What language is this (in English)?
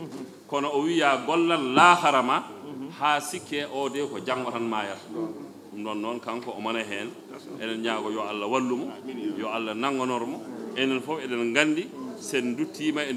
Fula